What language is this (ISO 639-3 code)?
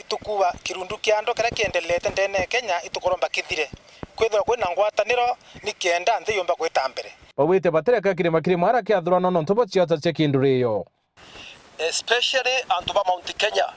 mer